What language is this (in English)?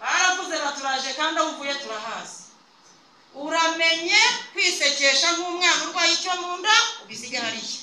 Kinyarwanda